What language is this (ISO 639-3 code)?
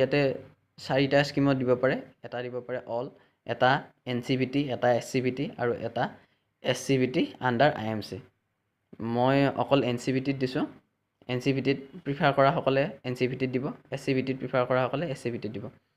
asm